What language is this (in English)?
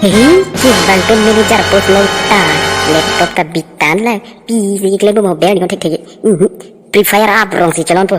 Karbi